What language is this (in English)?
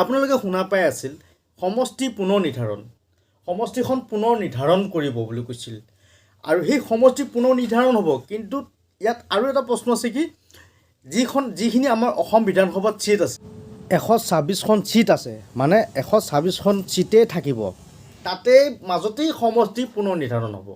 Assamese